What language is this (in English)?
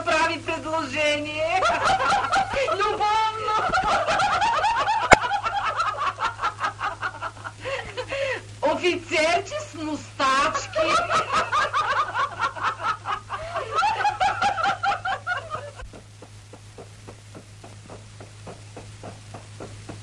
Bulgarian